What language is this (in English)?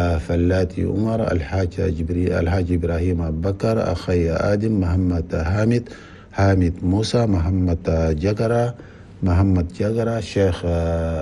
Chadian Arabic